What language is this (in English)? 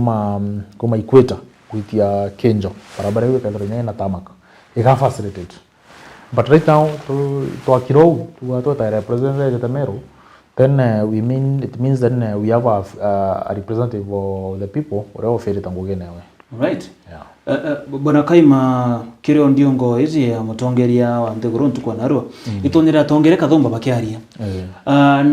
Meru